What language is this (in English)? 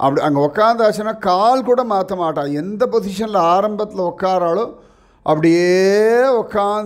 Tamil